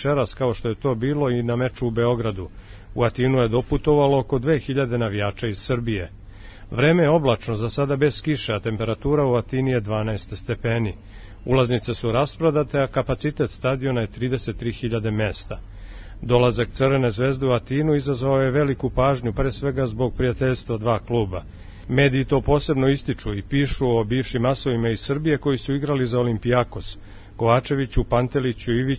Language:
Serbian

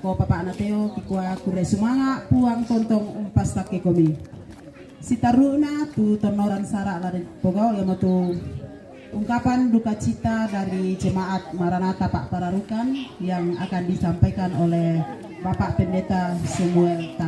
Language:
Toraja-Sa'dan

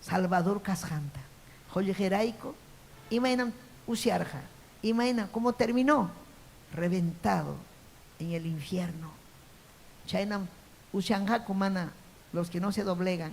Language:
Ayacucho Quechua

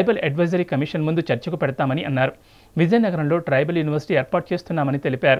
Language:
Telugu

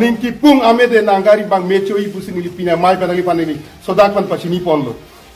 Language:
Karbi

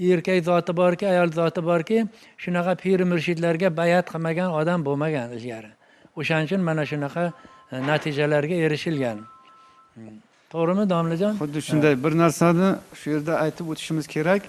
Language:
Uzbek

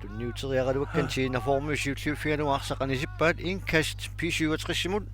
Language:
Kalaallisut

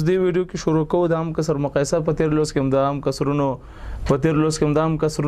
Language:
Pashto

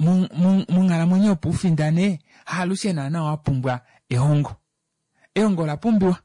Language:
Kuanyama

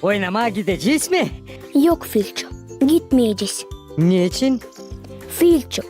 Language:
Gagauz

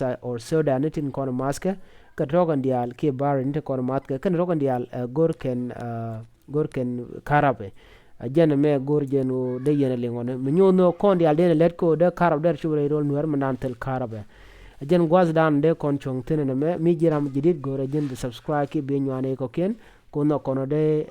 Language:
Nuer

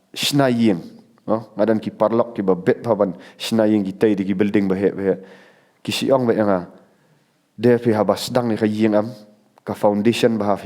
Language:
Khasi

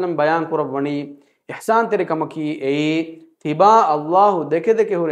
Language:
Divehi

